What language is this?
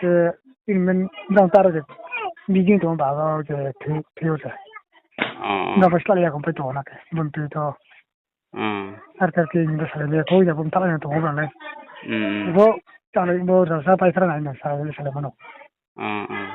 Riang (India)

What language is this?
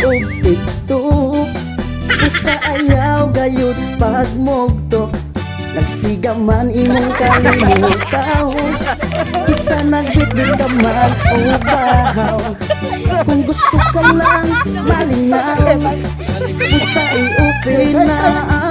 Cebuano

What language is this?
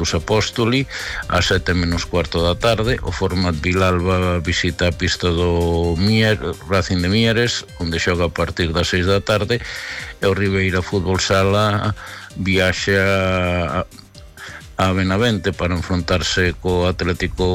Galician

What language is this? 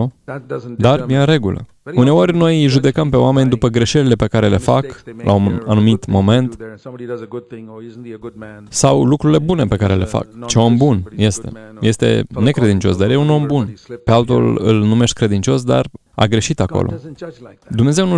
Romanian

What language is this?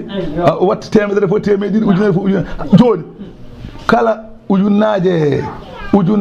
Fula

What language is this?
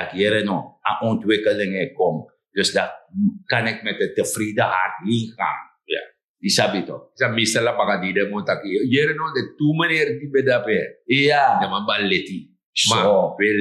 Sranan Tongo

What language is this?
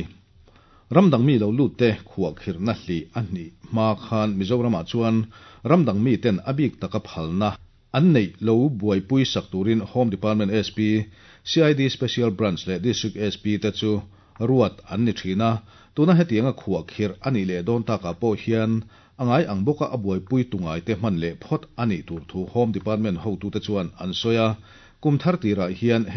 Mizo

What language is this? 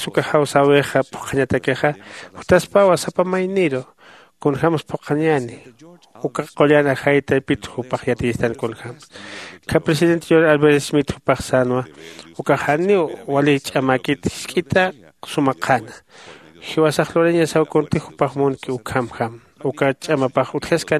Aymara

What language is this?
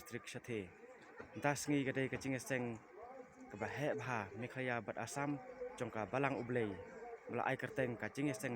Khasi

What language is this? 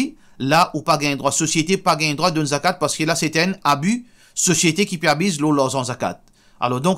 Morisyen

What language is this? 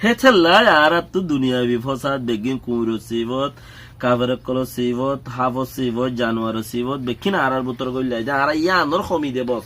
Rohingya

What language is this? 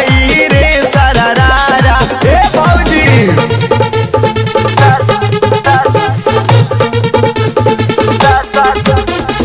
Bhojpuri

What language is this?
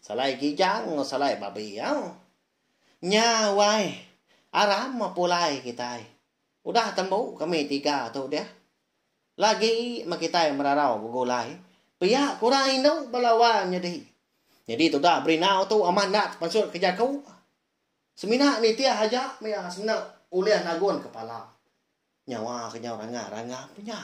Iban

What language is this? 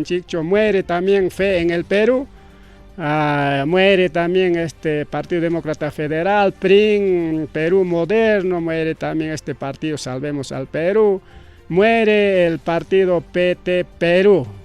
Ayacucho Quechua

